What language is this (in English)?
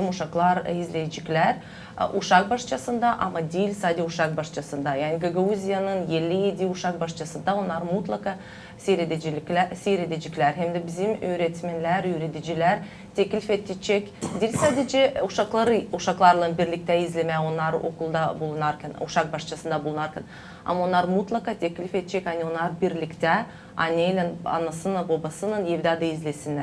Gagauz